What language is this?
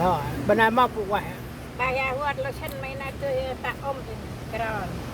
Central Mnong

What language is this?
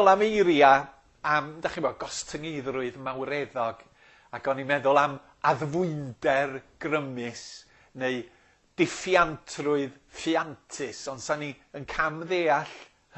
Welsh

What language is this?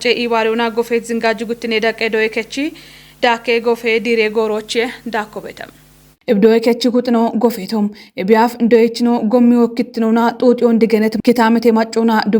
Kafa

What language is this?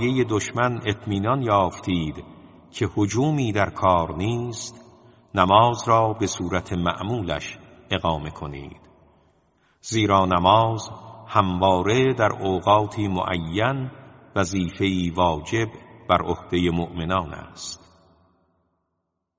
Persian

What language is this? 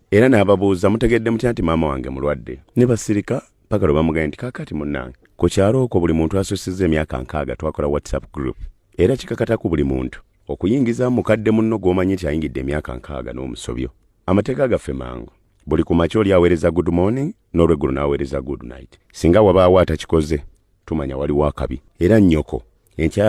Ganda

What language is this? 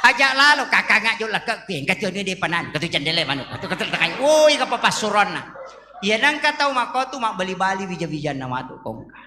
Buginese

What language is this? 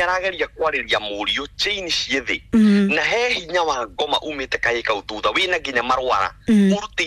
Kikuyu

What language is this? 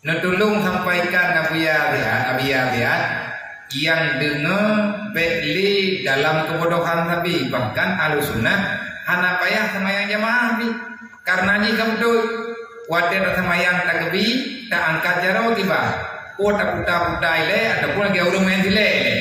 Achinese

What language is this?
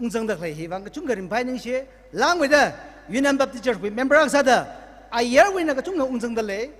Tangkhul Naga (India)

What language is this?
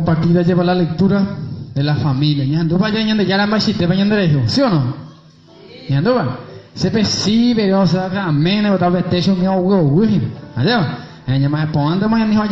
Guarani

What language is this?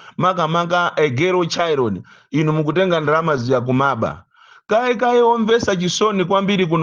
Nyanja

